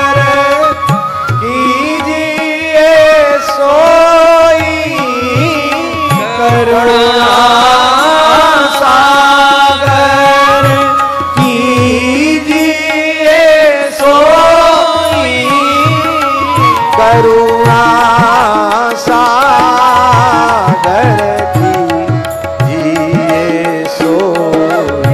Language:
Hindi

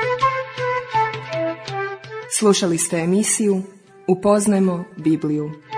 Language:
Croatian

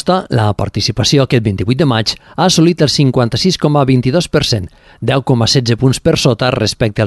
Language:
Catalan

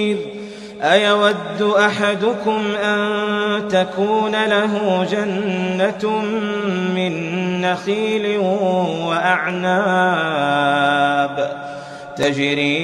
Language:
Arabic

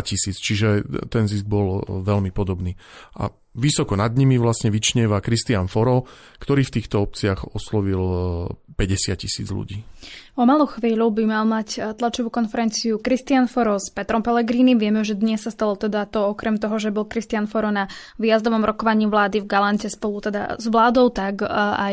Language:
Slovak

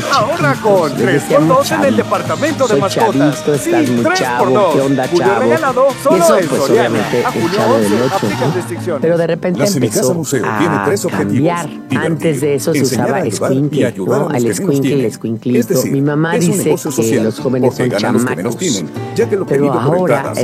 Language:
Spanish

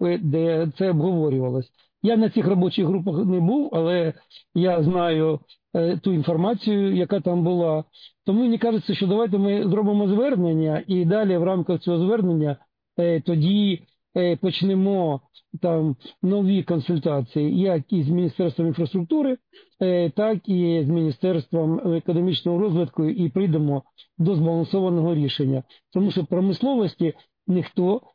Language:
Ukrainian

